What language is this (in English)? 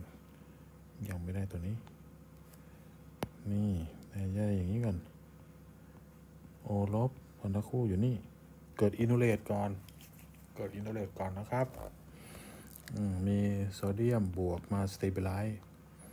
Thai